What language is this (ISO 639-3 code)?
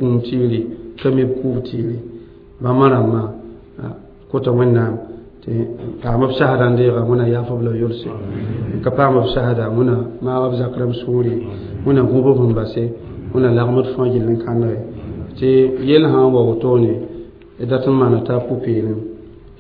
mos